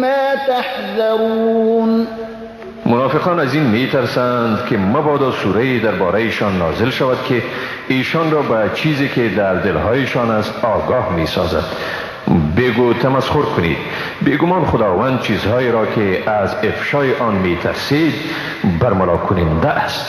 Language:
Persian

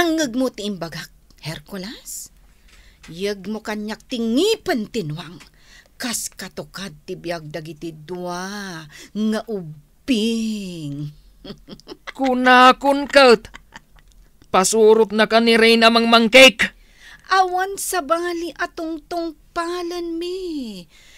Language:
Iloko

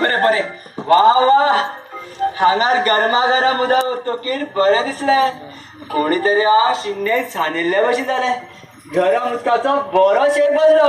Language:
Konkani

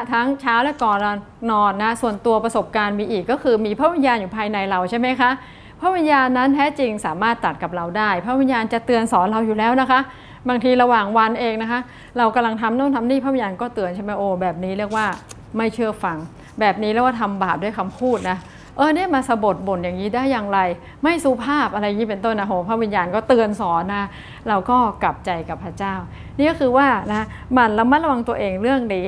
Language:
Thai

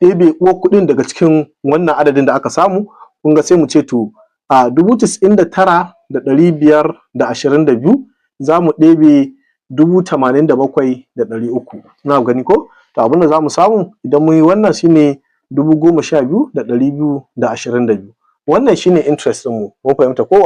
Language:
Hausa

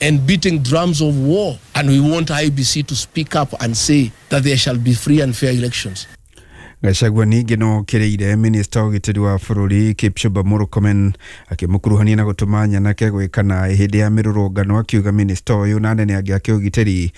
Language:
Kikuyu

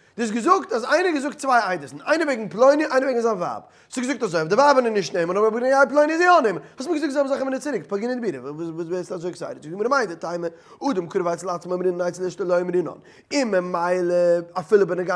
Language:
Yiddish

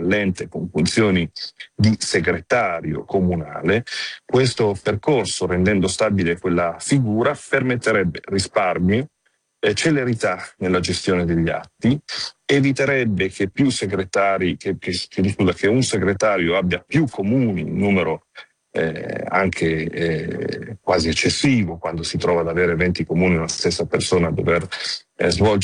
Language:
Italian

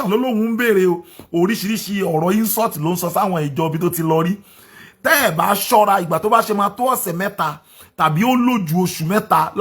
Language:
Yoruba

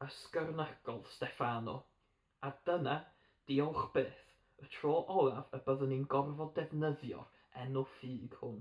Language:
Welsh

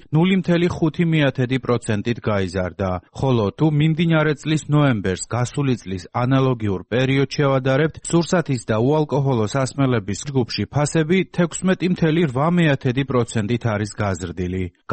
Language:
Georgian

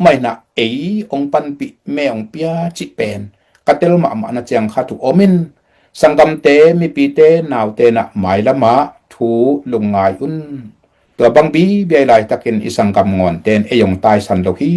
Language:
Tedim Chin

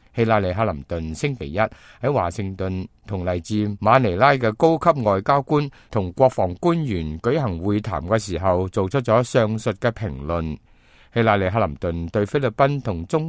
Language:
Cantonese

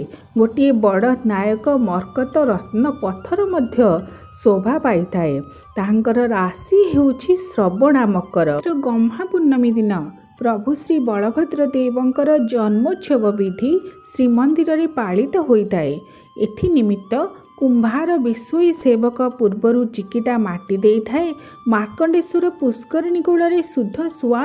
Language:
Odia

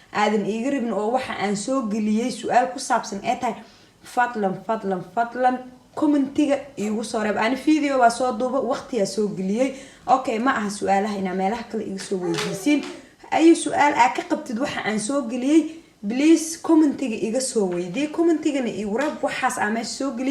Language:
Somali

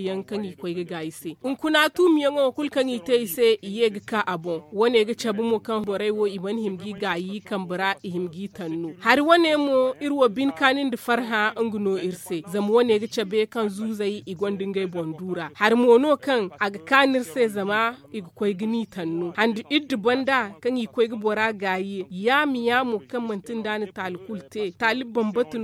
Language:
Zarma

